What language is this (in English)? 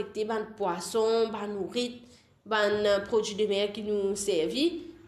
Morisyen